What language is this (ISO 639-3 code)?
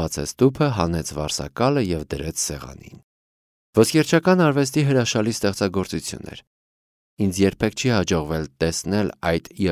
hye